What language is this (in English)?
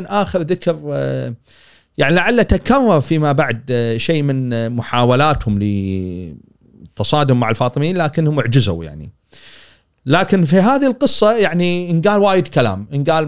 Gulf Arabic